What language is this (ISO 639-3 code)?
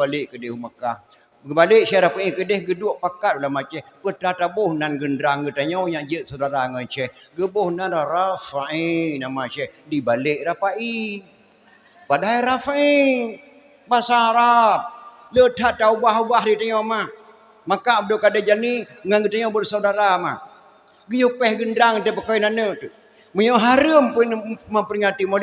ace